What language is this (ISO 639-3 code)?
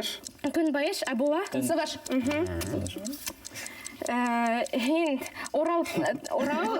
bak